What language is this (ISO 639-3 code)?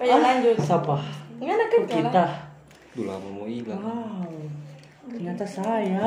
xmm